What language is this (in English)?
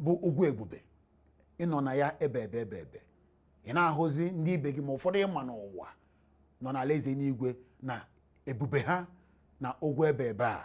Igbo